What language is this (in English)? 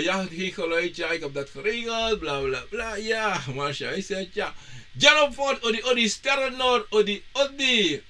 Sranan Tongo